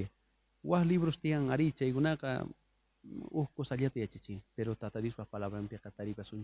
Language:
South Bolivian Quechua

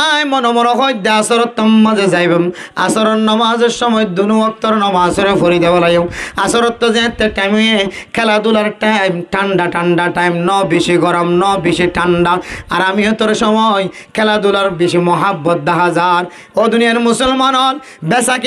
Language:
Rohingya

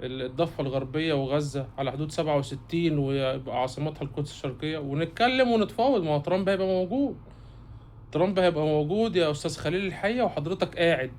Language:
Egyptian Arabic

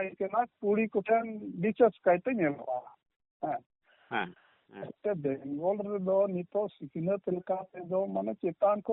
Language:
Santali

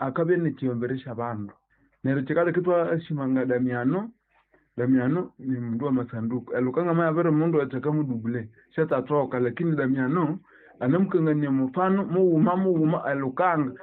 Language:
Nande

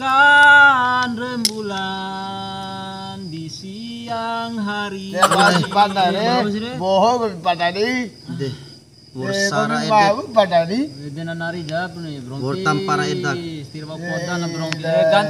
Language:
Bima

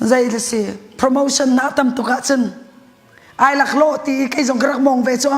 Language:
Hakha Chin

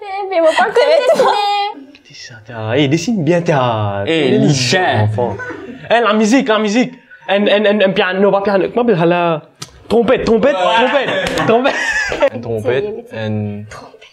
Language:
Morisyen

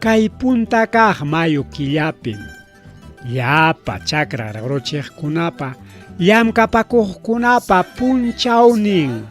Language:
Ayacucho Quechua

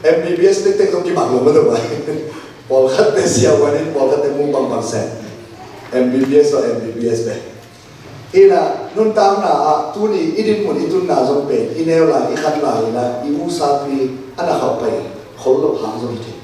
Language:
Tedim Chin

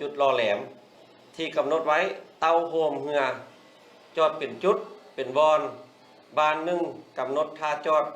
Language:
Lao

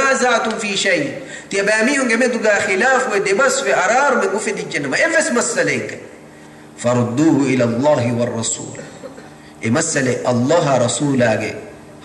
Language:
Divehi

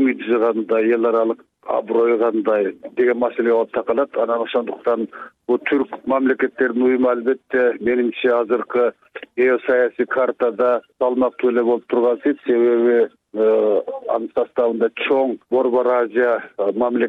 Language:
Kyrgyz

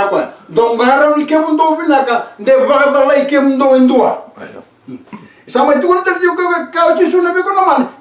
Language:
Fijian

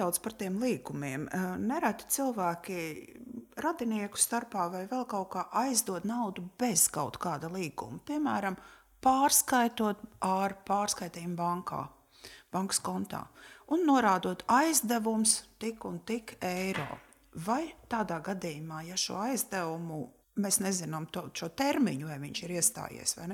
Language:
Latvian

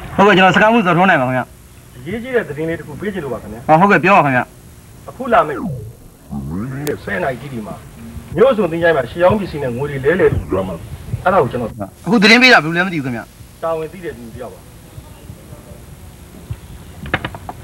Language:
Burmese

